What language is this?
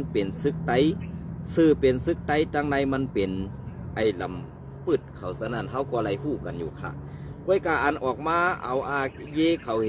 Shan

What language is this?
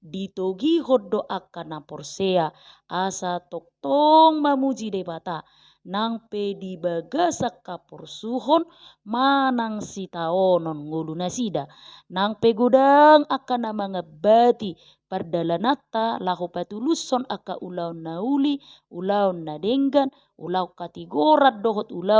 Batak Toba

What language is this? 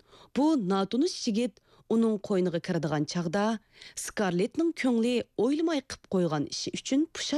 Uyghur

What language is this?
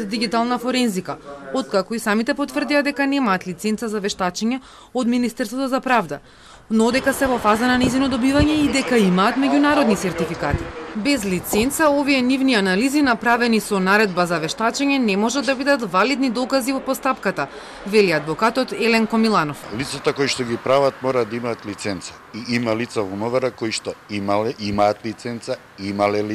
Macedonian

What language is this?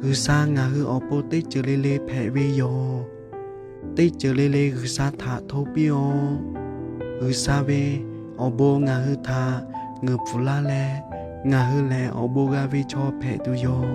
Lahu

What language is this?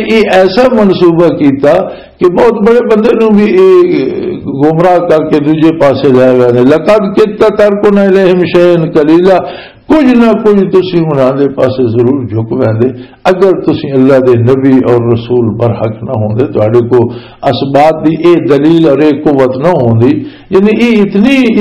Western Panjabi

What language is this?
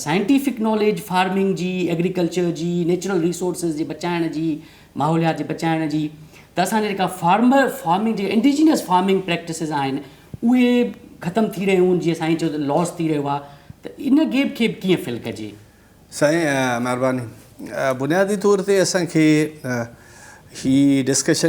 Sindhi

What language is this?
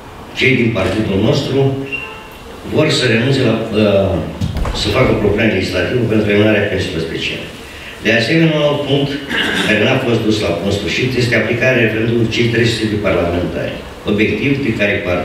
Romanian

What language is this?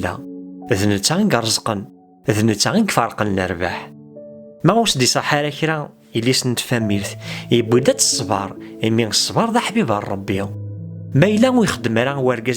Kabyle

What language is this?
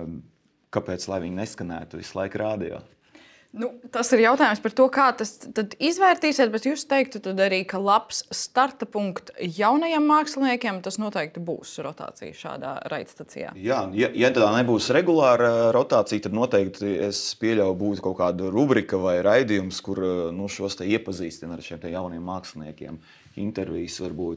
Latvian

